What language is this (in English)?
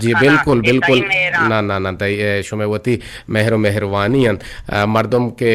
Eastern Balochi